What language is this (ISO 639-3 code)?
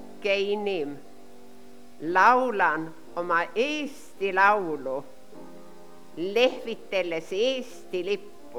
est